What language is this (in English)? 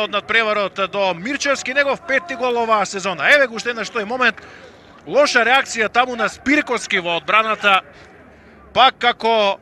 Macedonian